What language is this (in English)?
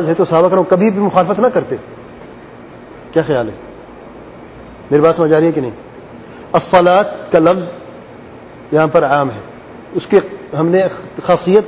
Urdu